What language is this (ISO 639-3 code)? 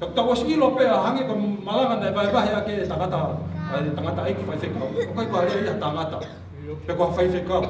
ton